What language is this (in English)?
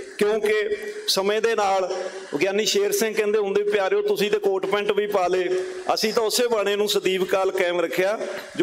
Punjabi